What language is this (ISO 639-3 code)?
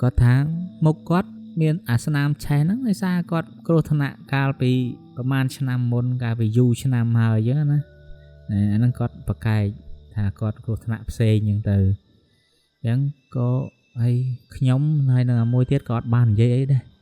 khm